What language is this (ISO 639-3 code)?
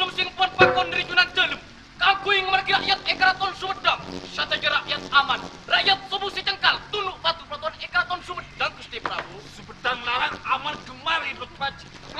mad